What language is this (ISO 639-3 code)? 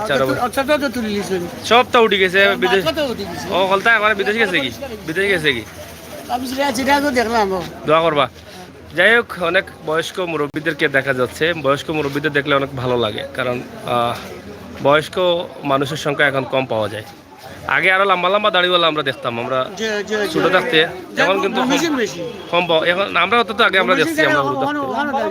syl